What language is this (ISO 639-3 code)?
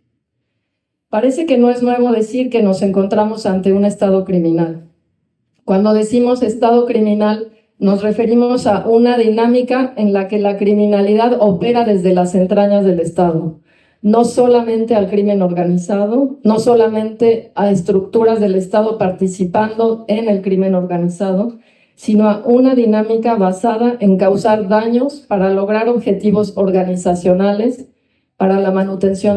spa